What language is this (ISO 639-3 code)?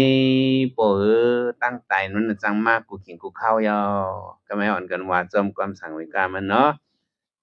shn